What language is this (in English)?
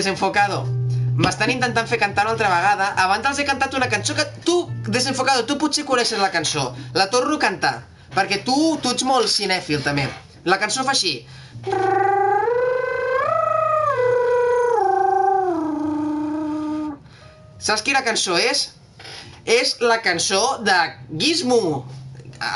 Catalan